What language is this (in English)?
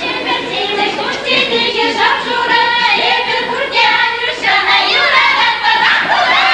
Chuvash